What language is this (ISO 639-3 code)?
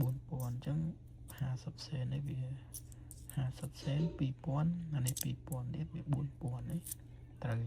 khm